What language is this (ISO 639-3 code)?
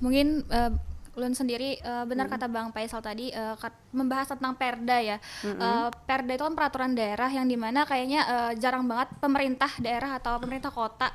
bjn